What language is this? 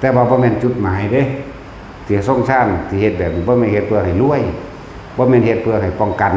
Northeastern Thai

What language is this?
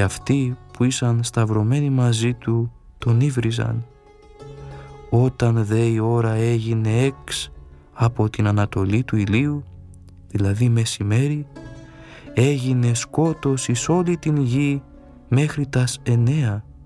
Greek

